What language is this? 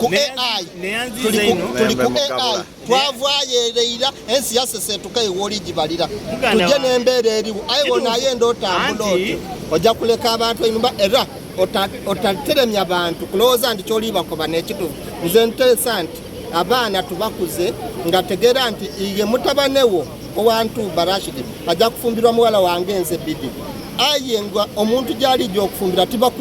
Soga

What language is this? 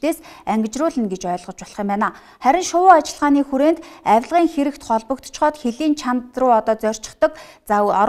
Mongolian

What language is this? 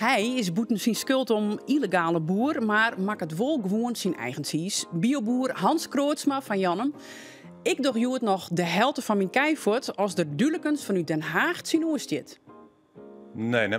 Western Frisian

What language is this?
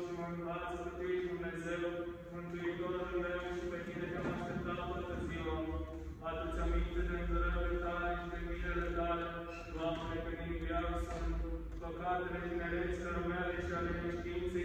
Romanian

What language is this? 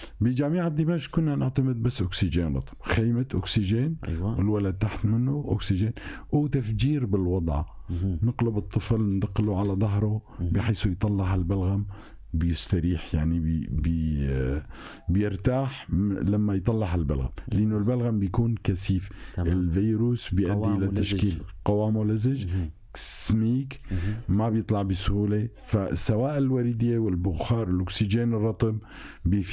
North Levantine Arabic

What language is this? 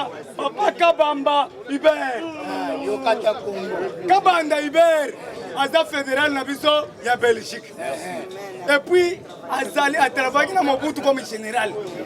Lingala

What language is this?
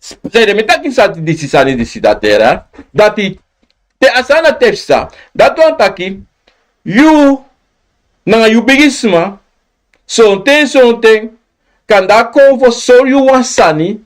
Sranan Tongo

